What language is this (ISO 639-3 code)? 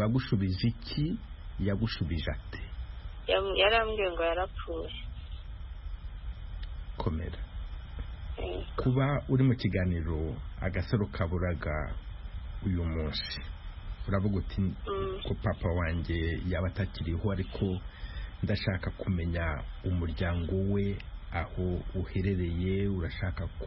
kin